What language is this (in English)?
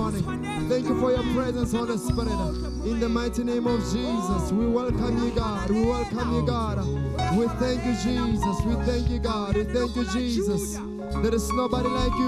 Southern Sotho